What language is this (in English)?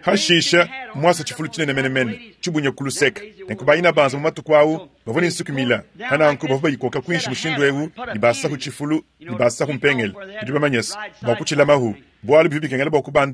Luba-Lulua